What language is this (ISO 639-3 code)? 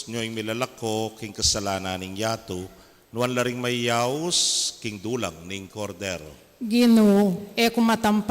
pam